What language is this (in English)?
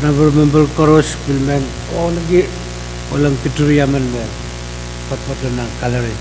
Pohnpeian